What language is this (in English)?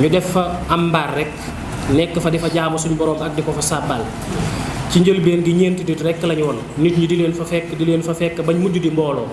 Wolof